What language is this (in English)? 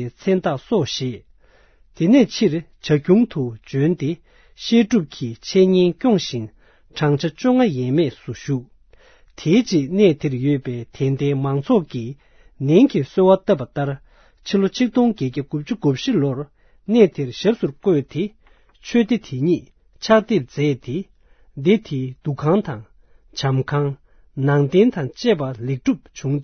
Tibetan